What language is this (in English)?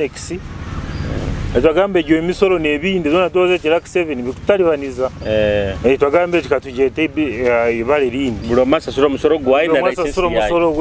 Nyoro